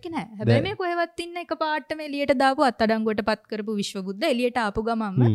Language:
Sinhala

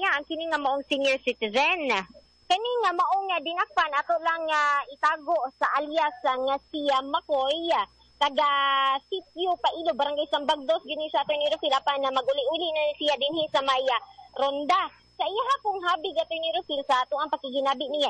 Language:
Cebuano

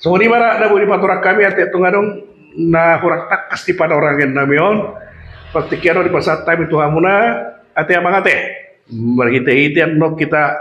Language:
Batak Toba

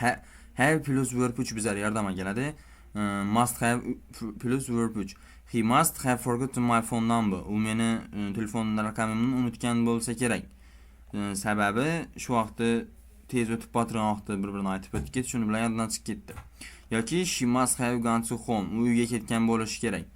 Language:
Uzbek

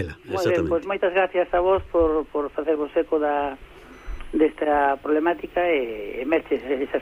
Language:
Galician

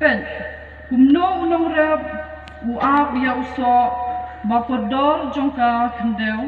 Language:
Khasi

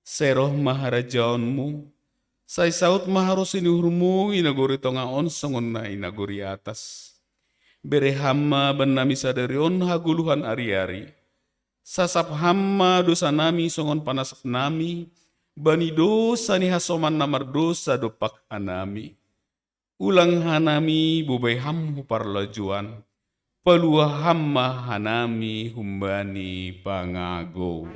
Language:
Batak Simalungun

